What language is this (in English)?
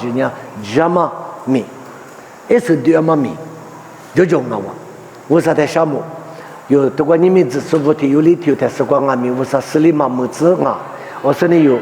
Lisu